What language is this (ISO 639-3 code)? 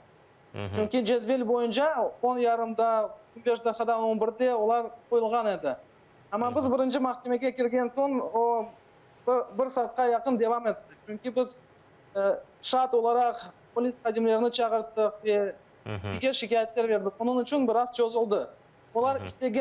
crh